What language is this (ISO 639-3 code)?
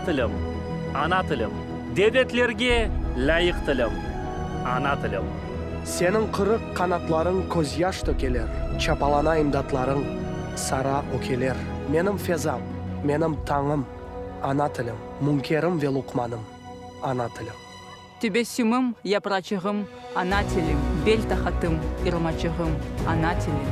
crh